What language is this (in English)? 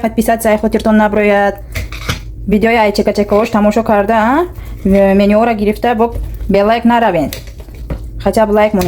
Tajik